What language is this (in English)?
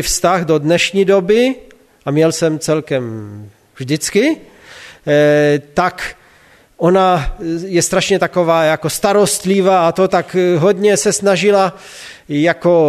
Czech